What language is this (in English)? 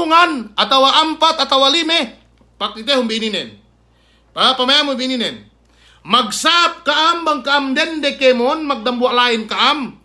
Yakan